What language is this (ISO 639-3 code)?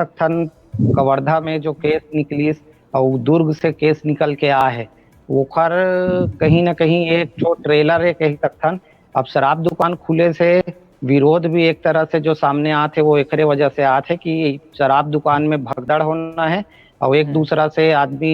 hne